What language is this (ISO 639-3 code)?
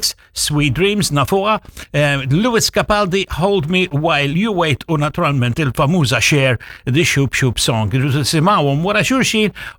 mlt